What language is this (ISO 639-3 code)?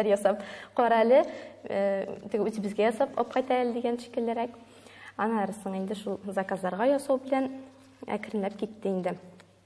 tat